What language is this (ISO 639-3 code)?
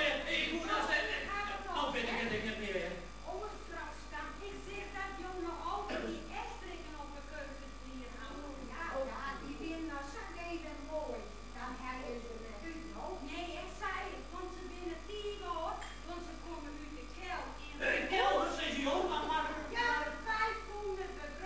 fry